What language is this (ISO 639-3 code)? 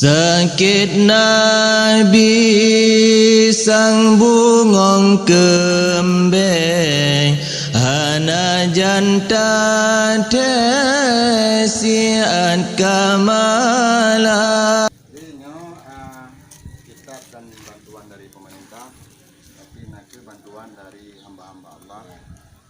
ace